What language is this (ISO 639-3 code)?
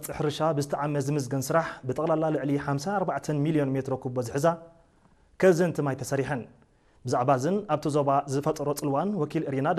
tir